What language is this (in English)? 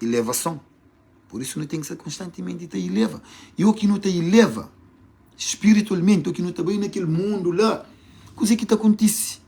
Kabuverdianu